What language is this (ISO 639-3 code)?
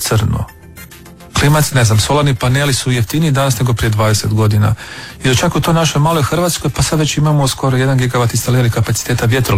hrv